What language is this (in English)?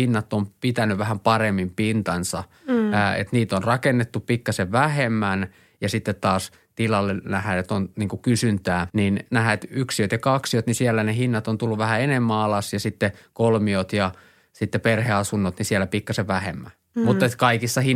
Finnish